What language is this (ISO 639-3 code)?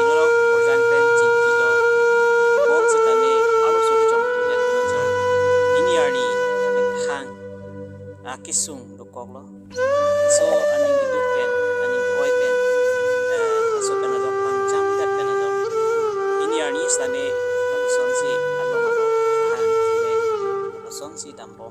mjw